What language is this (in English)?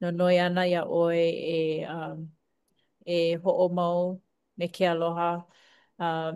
Hawaiian